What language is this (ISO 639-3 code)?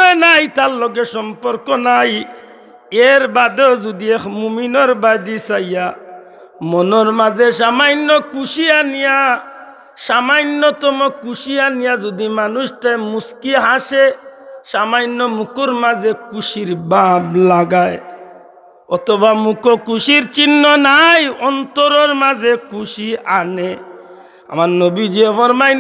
syl